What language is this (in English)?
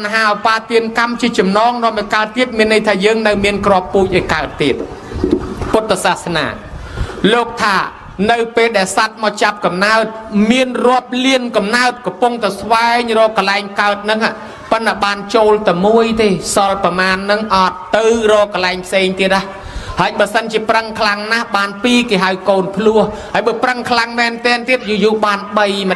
Khmer